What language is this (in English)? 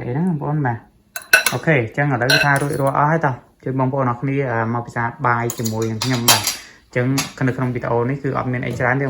Khmer